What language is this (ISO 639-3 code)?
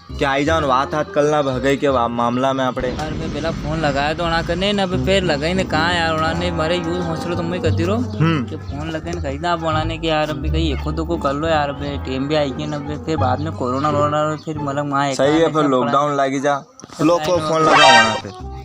raj